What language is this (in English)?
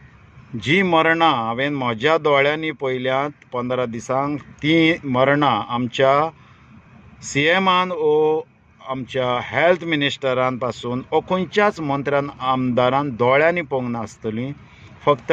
Konkani